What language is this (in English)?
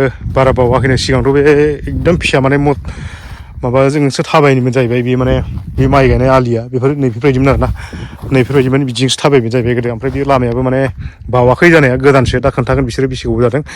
Bodo